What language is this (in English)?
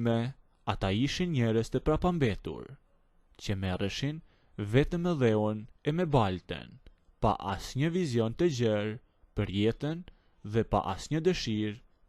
Albanian